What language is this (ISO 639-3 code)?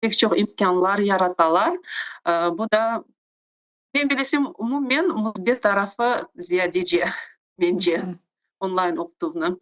crh